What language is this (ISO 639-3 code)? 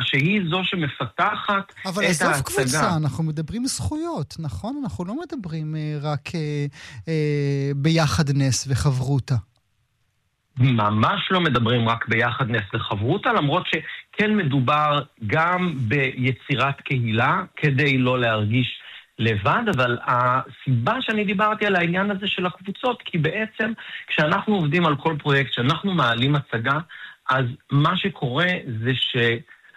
heb